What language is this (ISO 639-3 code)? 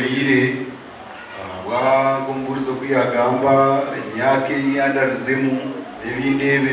nyn